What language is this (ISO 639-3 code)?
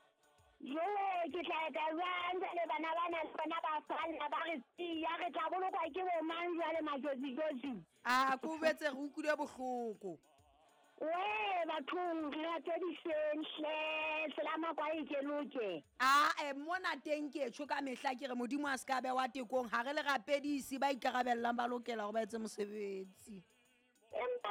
sot